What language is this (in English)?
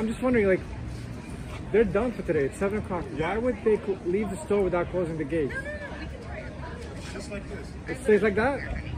English